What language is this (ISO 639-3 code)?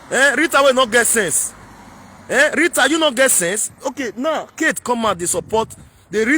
pcm